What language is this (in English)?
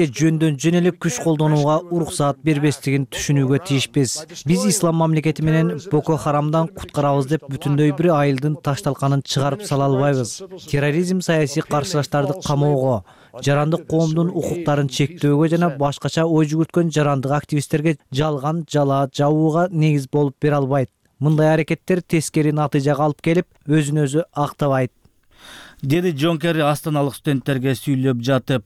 Kyrgyz